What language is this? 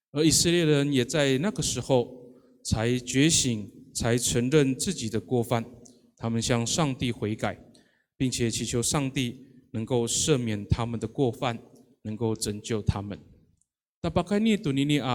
Amis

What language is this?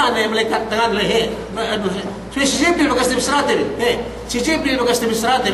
Yakan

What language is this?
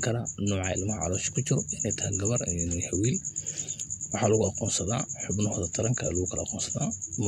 Somali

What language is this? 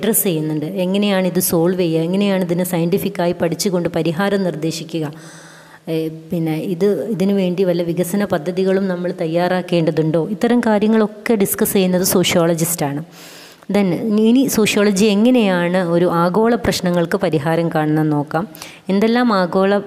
Malayalam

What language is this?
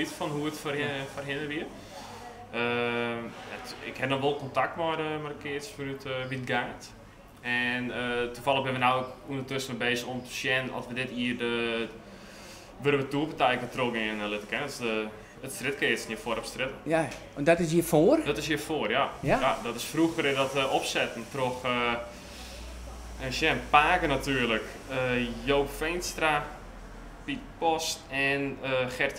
Dutch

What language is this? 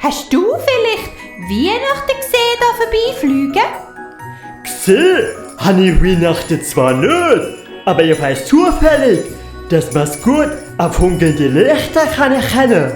Swiss German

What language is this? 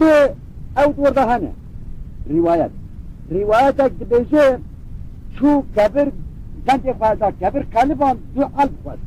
Kurdish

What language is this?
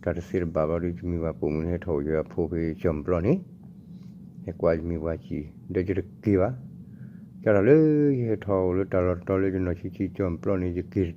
S'gaw Karen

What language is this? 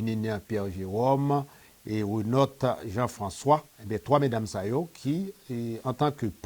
Haitian Creole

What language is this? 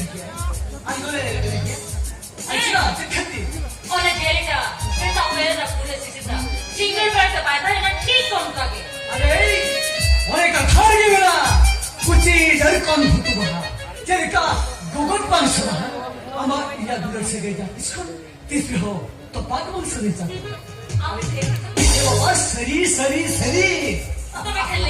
Santali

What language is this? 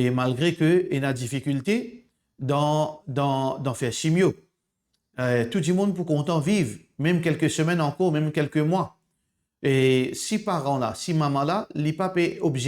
Morisyen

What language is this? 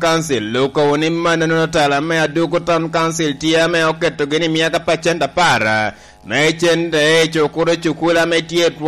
Lango (Uganda)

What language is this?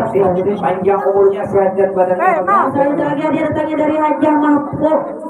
Banjar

